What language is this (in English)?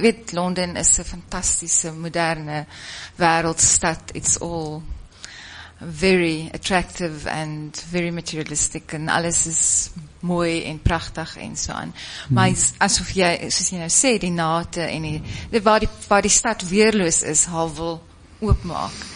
Afrikaans